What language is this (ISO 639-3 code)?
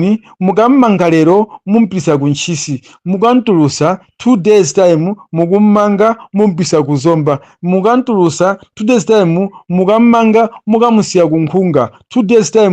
nya